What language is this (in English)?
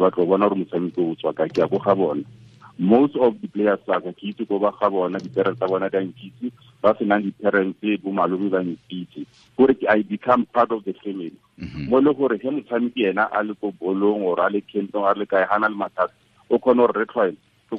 Tswana